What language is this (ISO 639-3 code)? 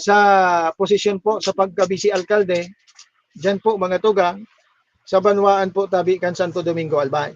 bik